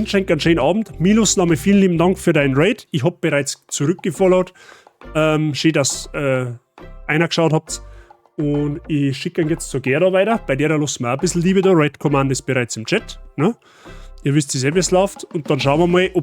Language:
Bavarian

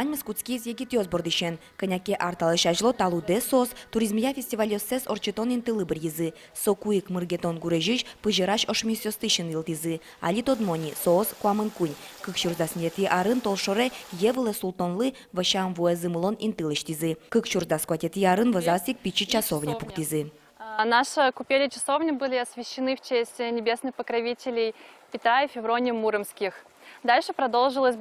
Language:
Udmurt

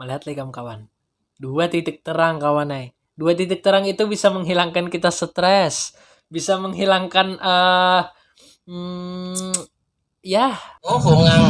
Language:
Banjar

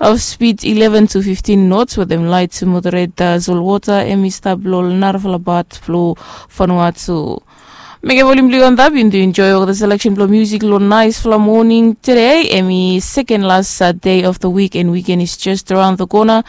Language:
Bislama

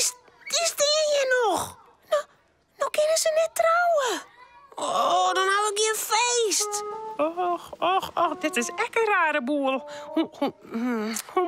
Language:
Western Frisian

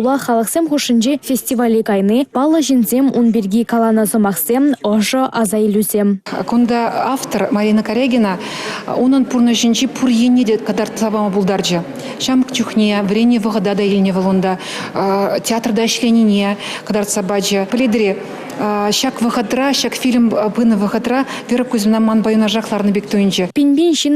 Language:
Chuvash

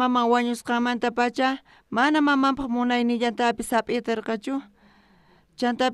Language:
South Bolivian Quechua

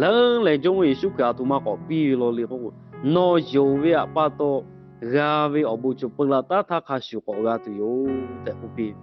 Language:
Lahu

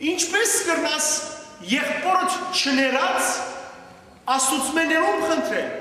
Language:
Western Armenian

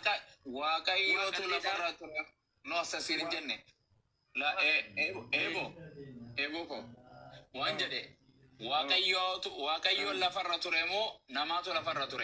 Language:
Oromo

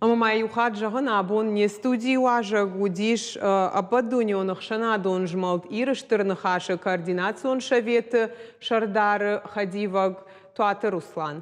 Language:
Ossetic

